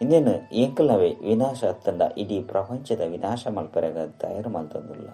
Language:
Tulu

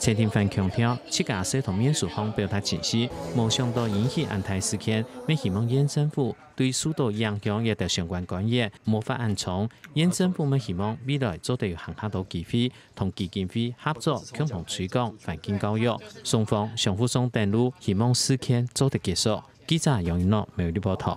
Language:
Hakka Chinese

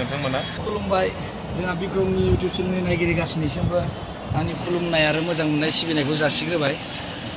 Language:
Bodo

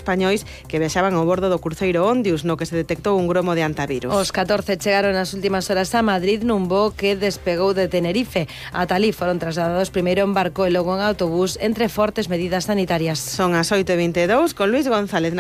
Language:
Galician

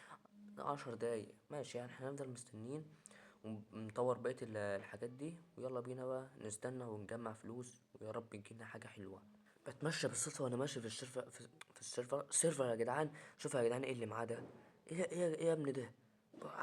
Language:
Egyptian Arabic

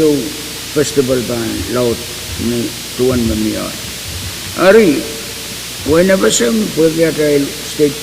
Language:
Pohnpeian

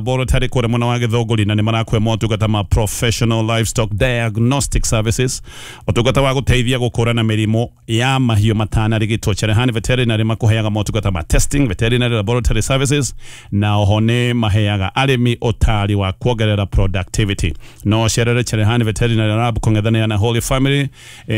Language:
Kikuyu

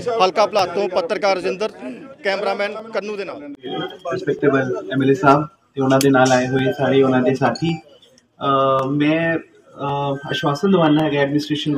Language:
Punjabi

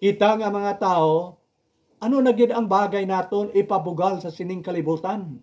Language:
Hiligaynon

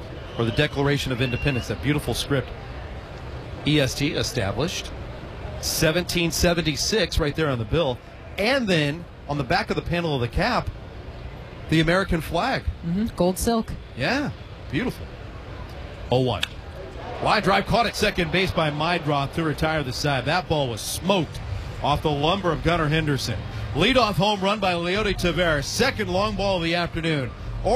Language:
English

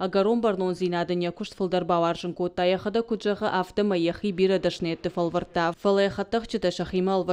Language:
Ossetic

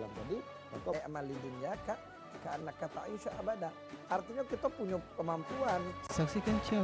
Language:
Musi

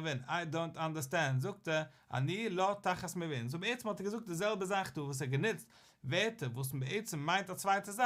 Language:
Yiddish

